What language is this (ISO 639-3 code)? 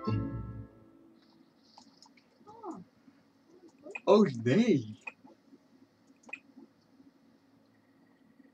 nld